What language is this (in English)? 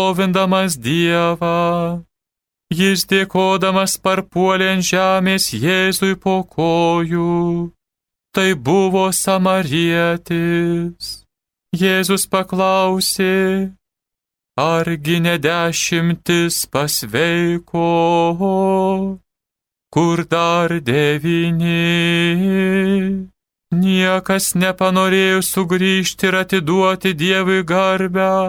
Lithuanian